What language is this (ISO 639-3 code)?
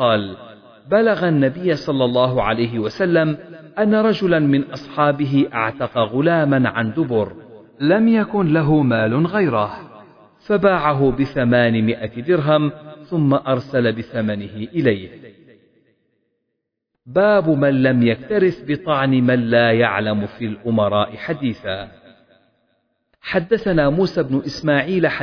ara